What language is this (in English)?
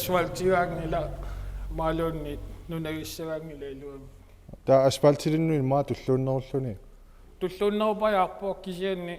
Kalaallisut